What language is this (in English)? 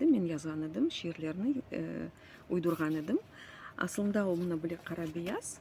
Crimean Tatar